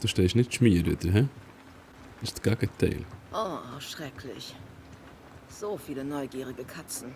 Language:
Swiss German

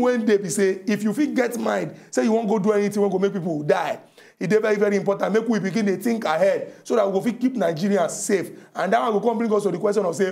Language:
Nigerian Pidgin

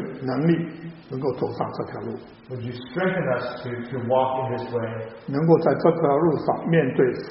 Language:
Chinese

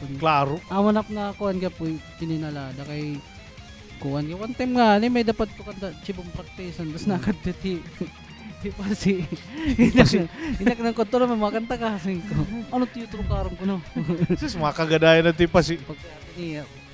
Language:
Waray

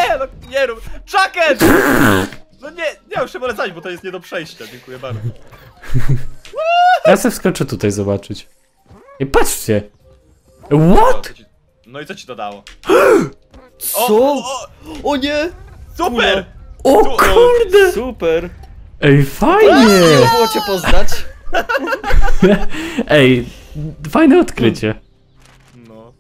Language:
Polish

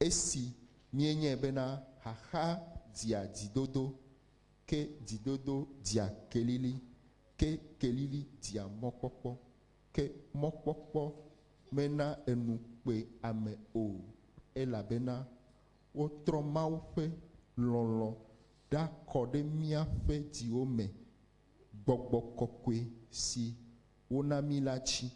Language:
Ewe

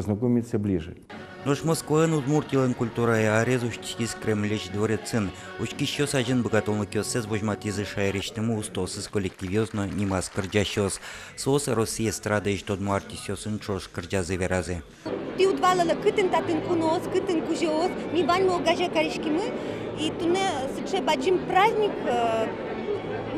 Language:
Udmurt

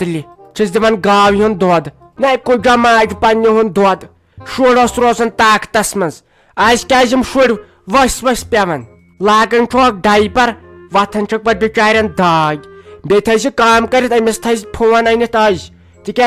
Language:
Kashmiri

